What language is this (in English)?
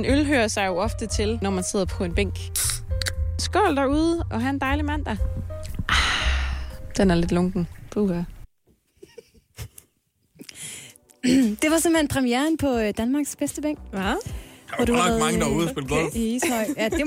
Danish